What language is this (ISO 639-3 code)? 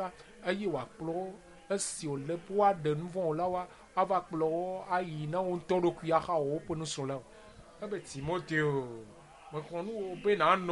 ewe